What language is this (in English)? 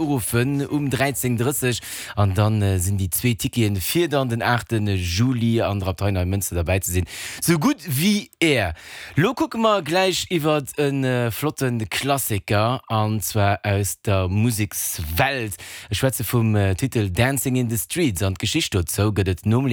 Luxembourgish